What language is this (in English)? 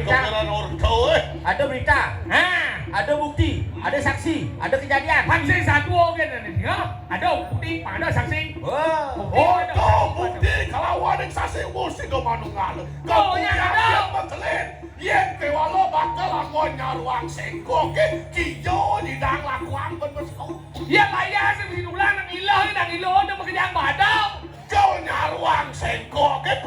Balinese